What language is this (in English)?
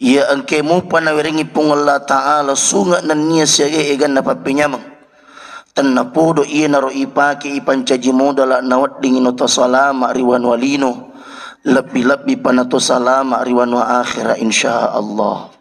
Buginese